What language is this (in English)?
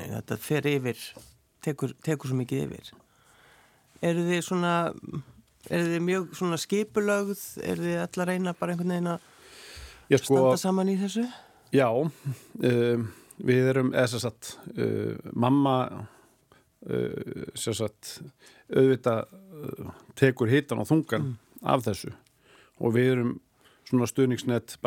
Icelandic